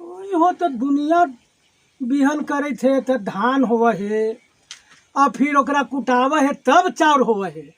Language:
Magahi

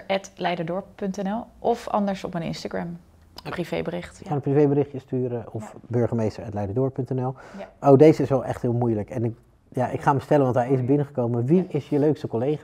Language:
Dutch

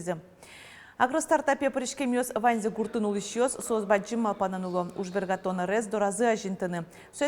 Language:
Udmurt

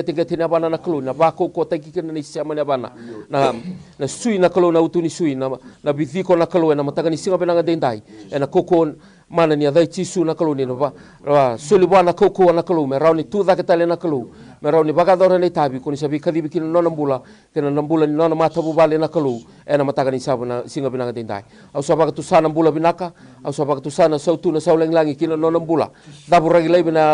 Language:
Fijian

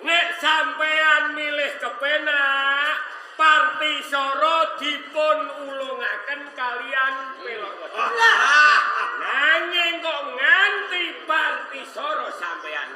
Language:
Javanese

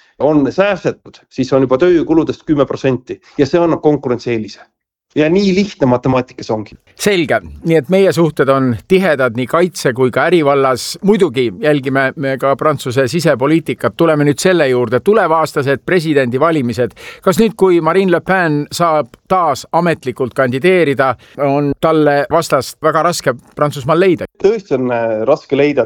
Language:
Estonian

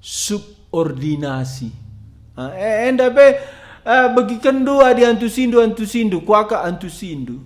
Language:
Batak Karo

